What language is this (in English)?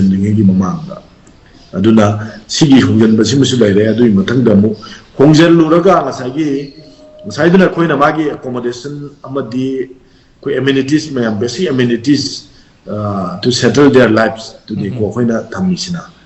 Manipuri